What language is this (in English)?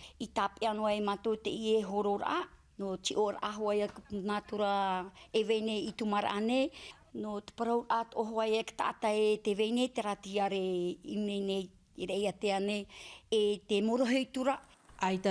Tahitian